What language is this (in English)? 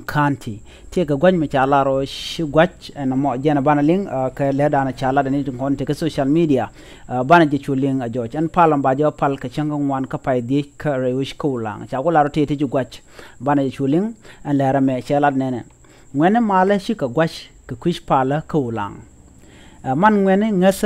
Nuer